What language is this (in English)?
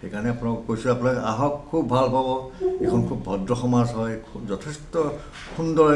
Assamese